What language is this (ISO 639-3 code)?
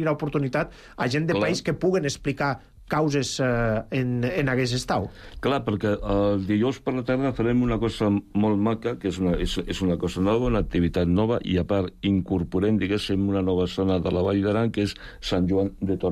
cat